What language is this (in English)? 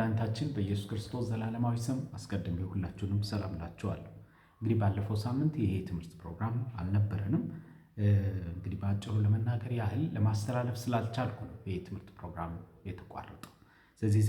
Amharic